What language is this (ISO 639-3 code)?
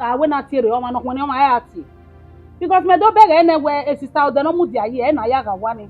bin